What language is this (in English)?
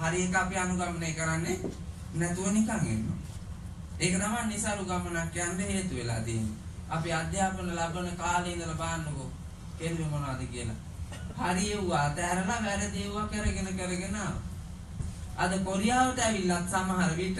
Sinhala